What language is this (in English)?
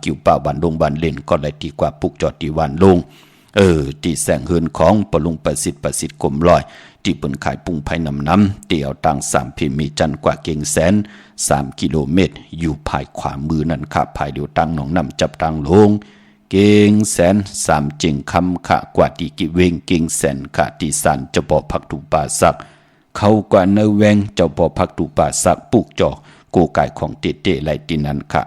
Shan